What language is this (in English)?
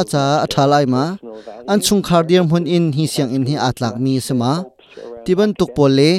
Hakha Chin